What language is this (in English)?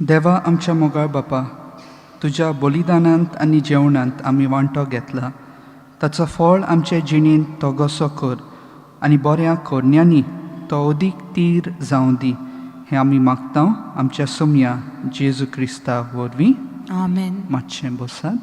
Konkani